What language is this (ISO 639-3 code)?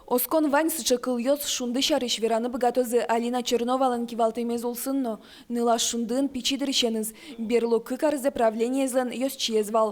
udm